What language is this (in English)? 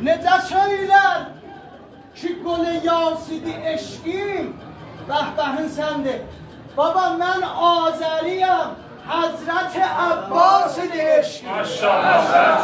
South Azerbaijani